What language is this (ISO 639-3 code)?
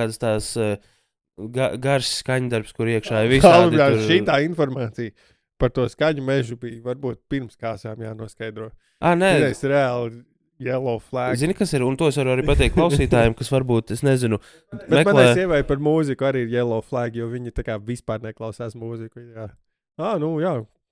lav